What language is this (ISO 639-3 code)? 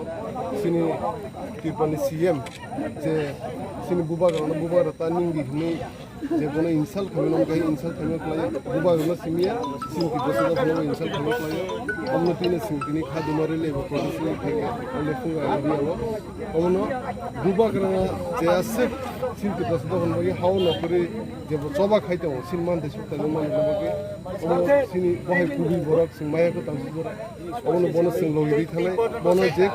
trp